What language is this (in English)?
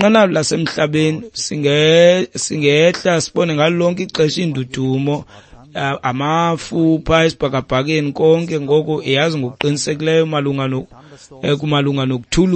Xhosa